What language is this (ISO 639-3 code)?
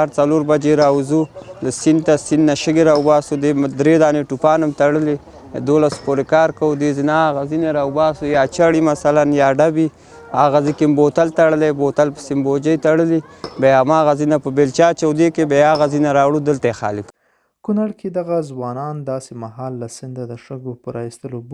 pus